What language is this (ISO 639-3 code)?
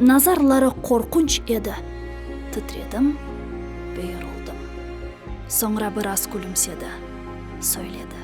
crh